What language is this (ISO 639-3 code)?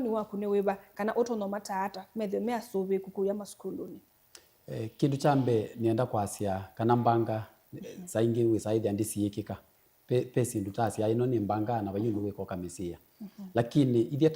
kam